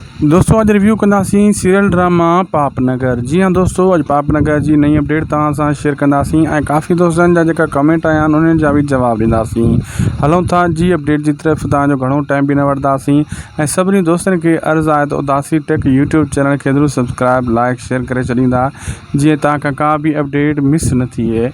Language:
Sindhi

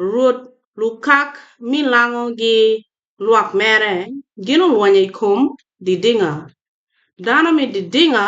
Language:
Acoli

